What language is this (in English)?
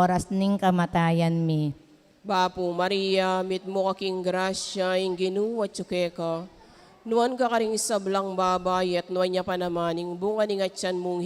Pampanga